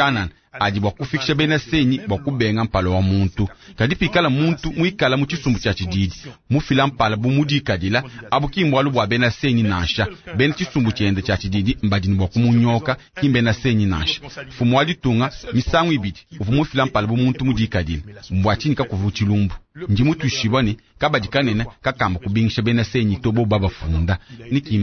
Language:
Luba-Lulua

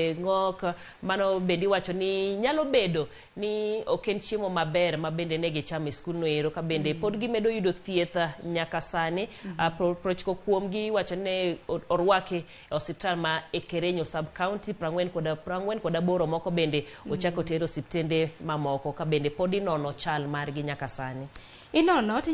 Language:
Luo (Kenya and Tanzania)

